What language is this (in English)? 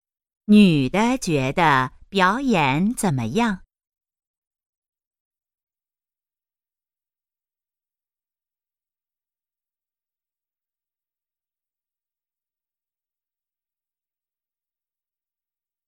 Chinese